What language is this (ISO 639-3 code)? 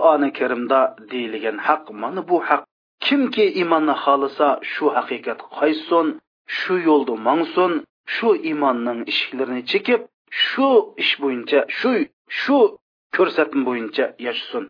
uig